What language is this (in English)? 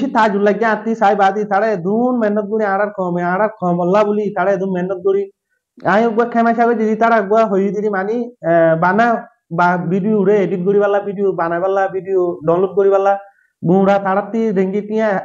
Rohingya